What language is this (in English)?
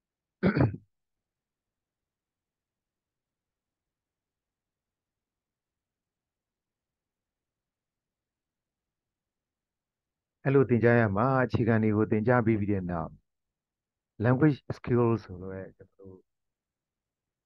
Burmese